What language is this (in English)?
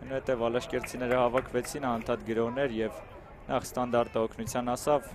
Armenian